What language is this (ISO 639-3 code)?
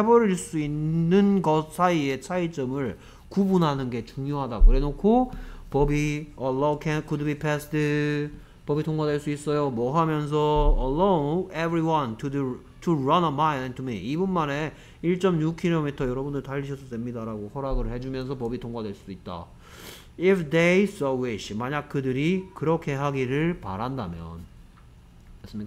kor